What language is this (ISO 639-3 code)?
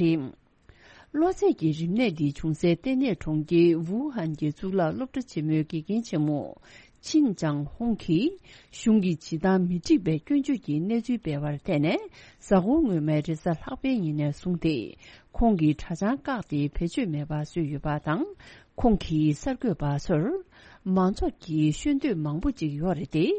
bod